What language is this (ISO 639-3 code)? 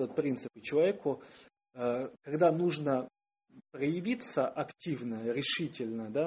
rus